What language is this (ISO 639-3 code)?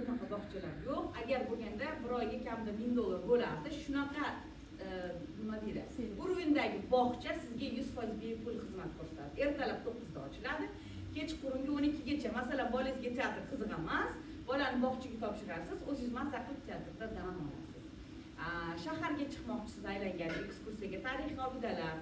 uzb